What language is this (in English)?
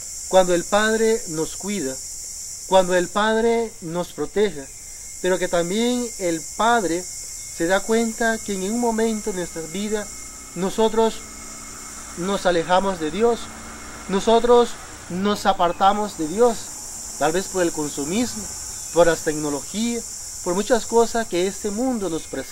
Spanish